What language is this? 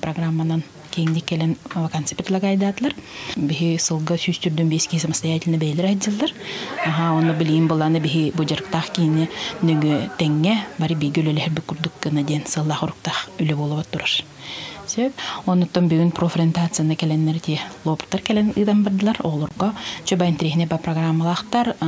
Yakut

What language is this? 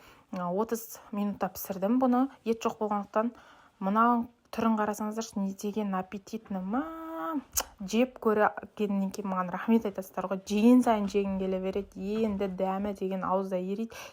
Kazakh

